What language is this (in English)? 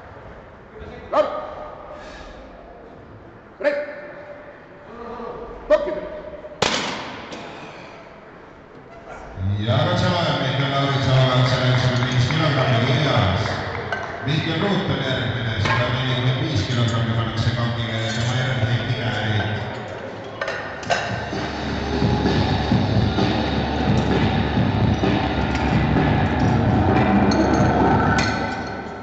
Estonian